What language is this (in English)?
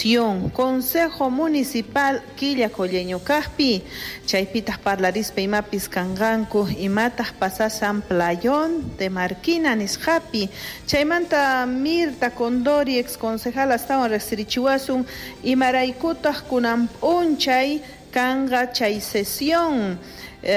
South Bolivian Quechua